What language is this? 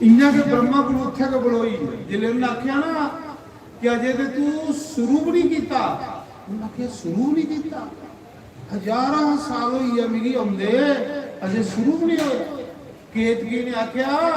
Dogri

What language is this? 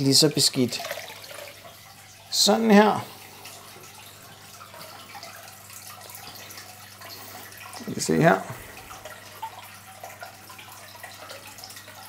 Danish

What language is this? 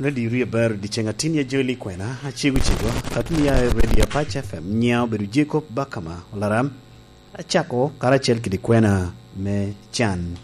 Lango (Uganda)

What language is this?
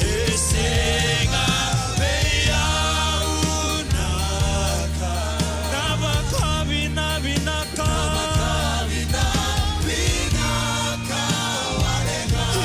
Fijian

